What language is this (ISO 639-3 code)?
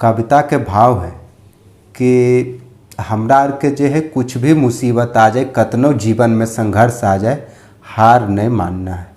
mag